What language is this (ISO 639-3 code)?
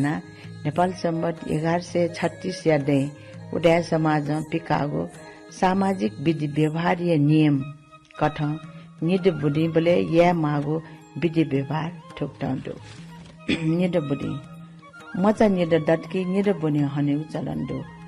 new